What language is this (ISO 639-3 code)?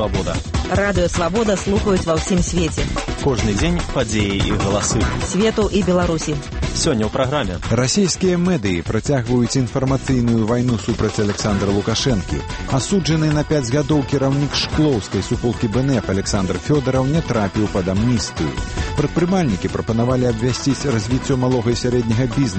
bel